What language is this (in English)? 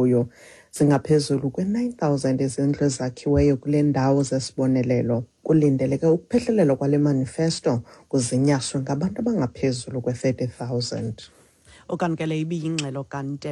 Xhosa